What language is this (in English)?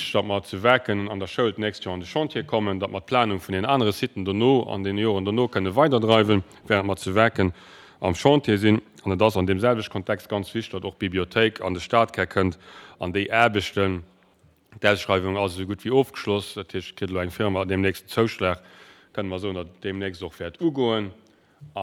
Luxembourgish